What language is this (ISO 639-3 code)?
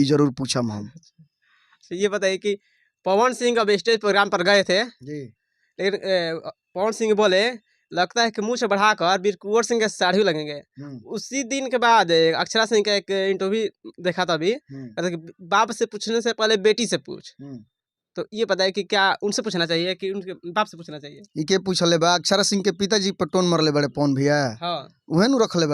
bho